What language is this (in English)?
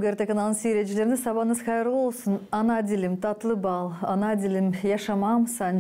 Gagauz